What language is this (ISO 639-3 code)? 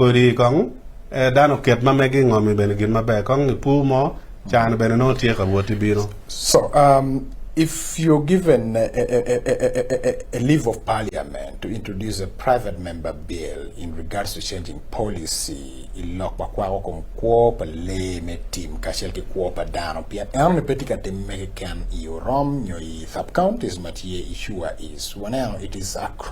ach